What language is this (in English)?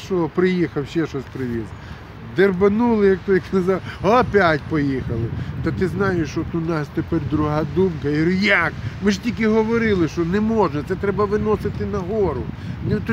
Ukrainian